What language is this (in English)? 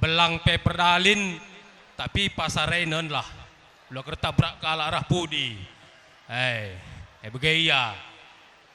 Batak Karo